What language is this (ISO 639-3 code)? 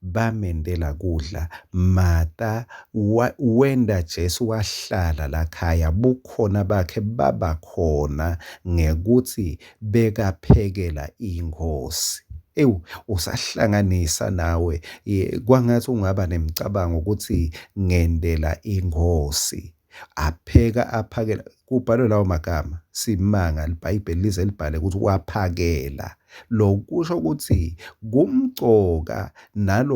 ssw